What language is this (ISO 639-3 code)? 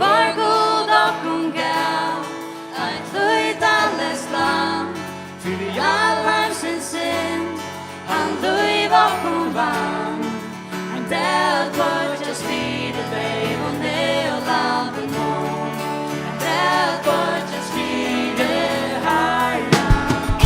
fao